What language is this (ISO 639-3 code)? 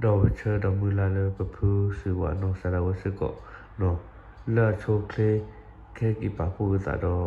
ksw